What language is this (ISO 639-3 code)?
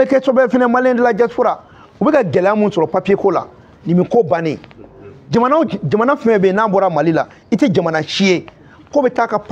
bam